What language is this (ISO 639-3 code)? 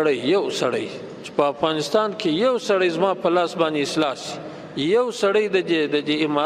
pus